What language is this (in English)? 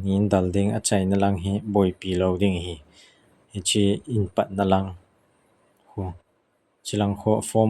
Thado Chin